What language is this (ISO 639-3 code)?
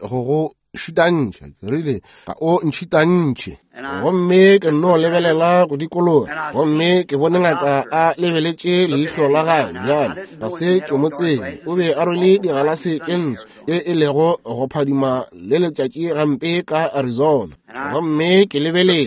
nso